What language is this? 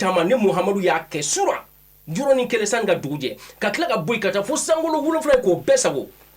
Bambara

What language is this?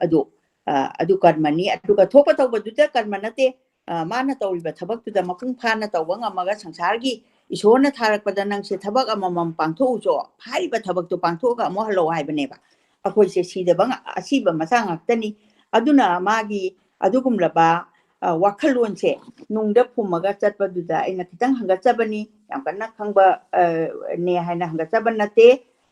Manipuri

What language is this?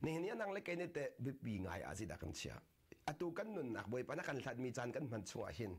Hakha Chin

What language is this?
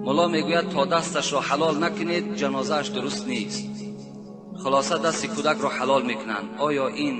Tajik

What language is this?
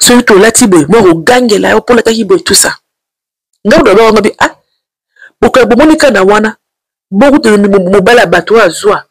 Lingala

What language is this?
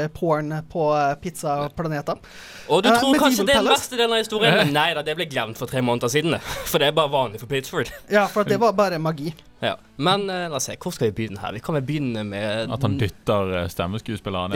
Norwegian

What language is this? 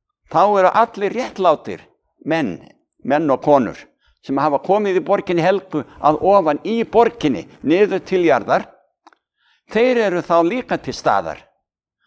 Icelandic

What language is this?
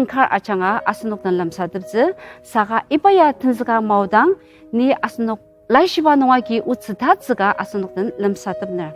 Ao Naga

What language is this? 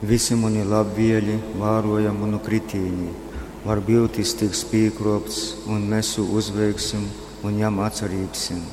Latgalian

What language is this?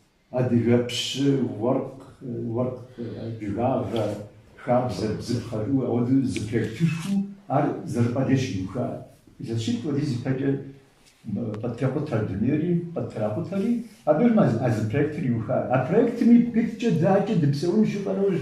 Kabardian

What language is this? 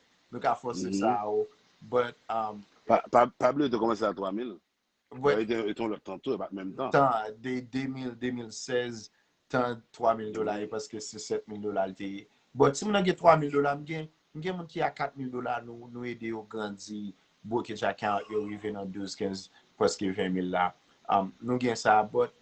Haitian Creole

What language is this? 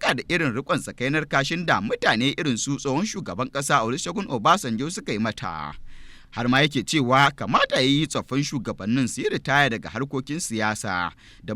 Hausa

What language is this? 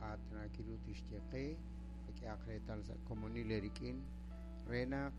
Kekchí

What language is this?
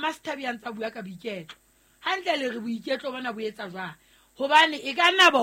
Southern Sotho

